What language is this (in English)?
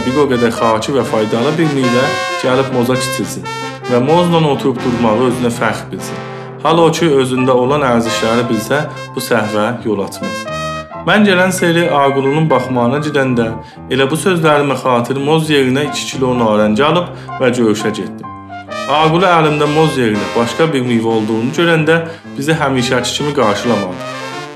South Azerbaijani